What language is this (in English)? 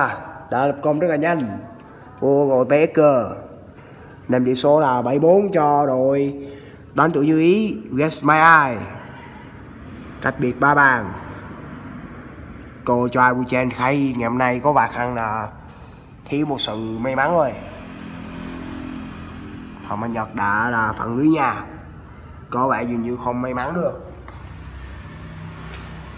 Vietnamese